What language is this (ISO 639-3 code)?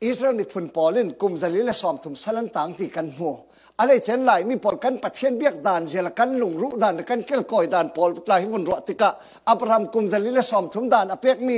cfm